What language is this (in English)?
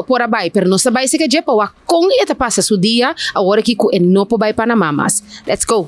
Papiamento